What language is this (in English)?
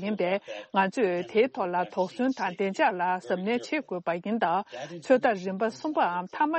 Tibetan